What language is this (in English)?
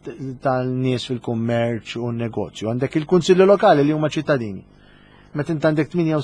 Maltese